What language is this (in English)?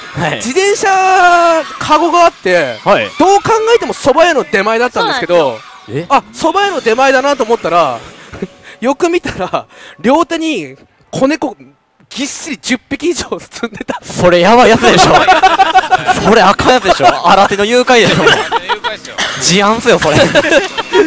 Japanese